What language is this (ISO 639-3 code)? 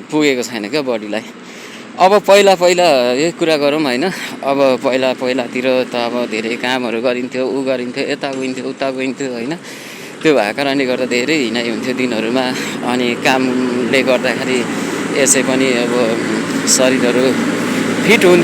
nep